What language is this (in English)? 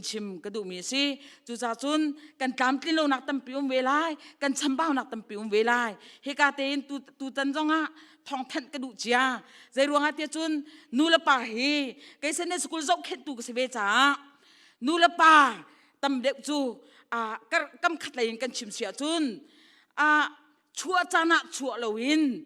Hakha Chin